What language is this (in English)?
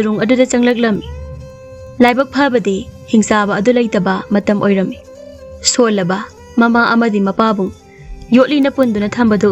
Manipuri